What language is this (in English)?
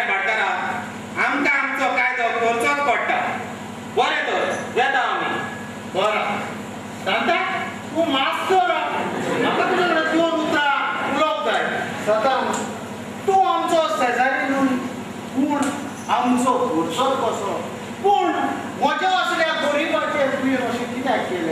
Konkani